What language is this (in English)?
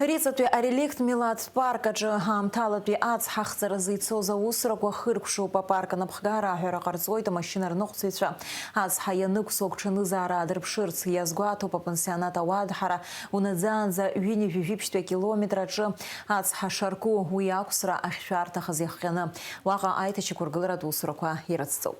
Abkhazian